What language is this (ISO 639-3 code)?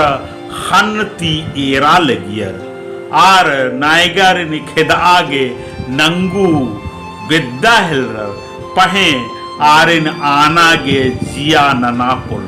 kru